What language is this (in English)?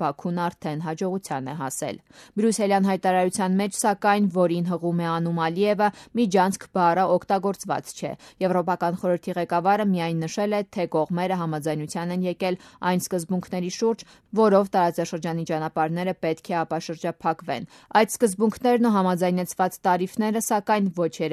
Armenian